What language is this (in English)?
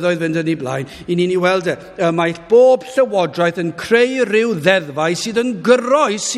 Welsh